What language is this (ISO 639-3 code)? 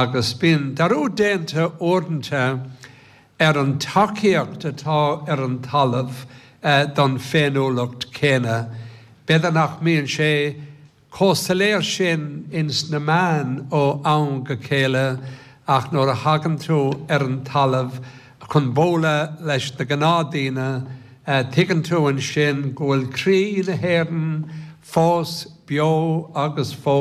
gle